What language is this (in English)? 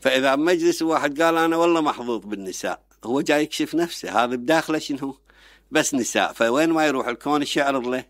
Mesopotamian Arabic